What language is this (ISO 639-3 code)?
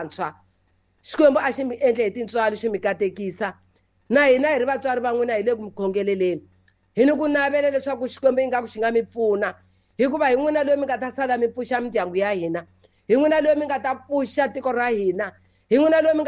tso